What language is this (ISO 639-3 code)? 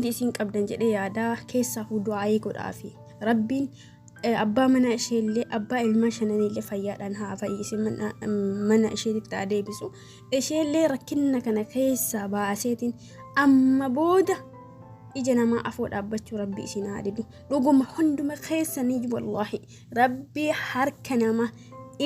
orm